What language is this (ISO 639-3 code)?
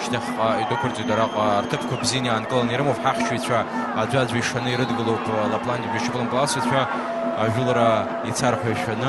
abk